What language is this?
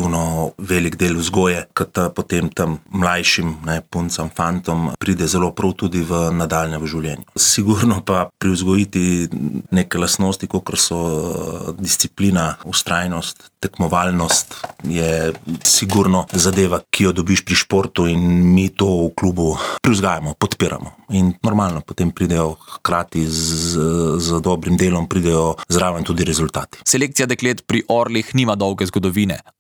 Slovenian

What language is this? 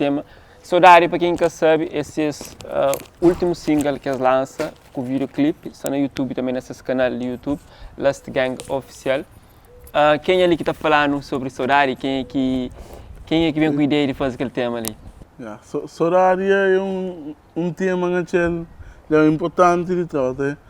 Kabuverdianu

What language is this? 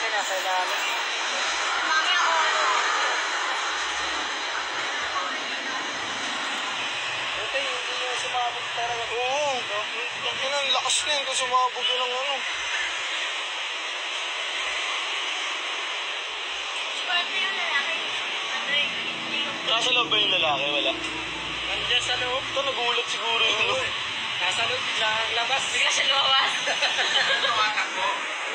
Filipino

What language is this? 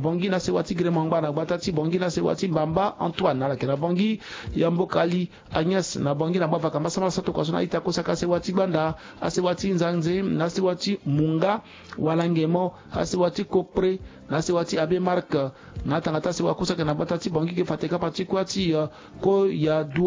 Sango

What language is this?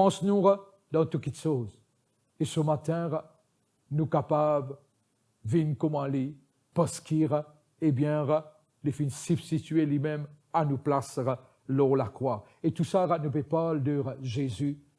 Morisyen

